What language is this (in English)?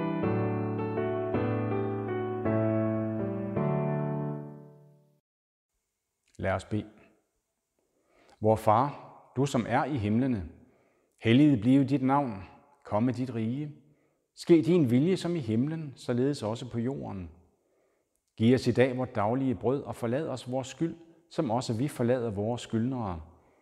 Danish